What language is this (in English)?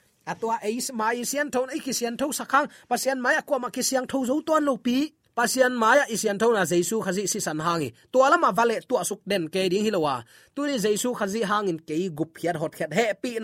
Tedim Chin